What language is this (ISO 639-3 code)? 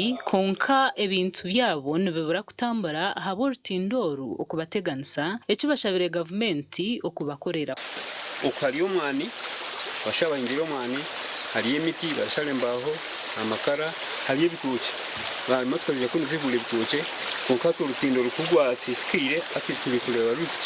nyn